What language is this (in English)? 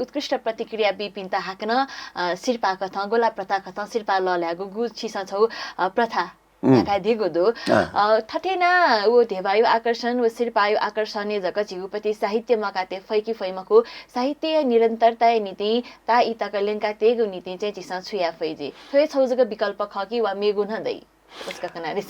Newari